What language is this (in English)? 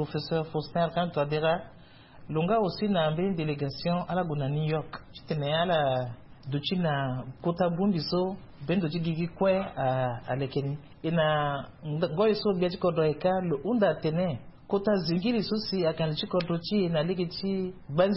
Sango